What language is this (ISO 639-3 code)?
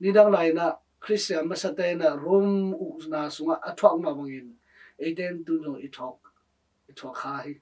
ctd